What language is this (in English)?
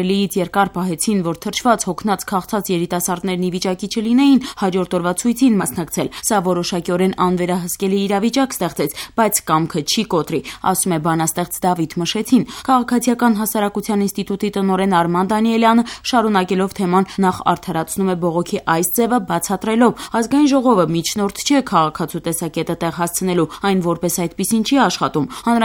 Armenian